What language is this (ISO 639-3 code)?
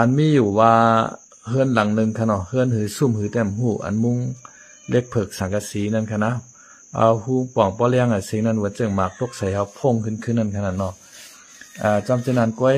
shn